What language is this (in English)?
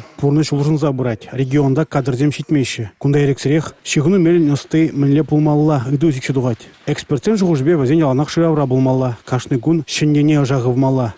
Chuvash